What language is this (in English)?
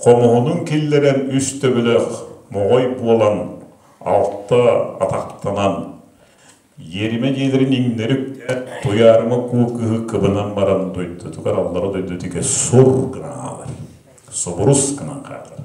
Yakut